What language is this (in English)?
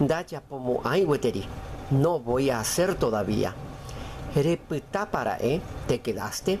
Guarani